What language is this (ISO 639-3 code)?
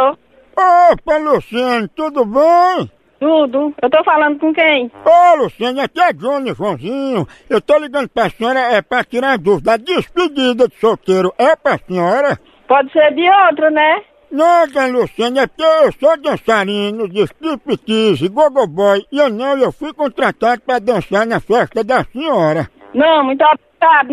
por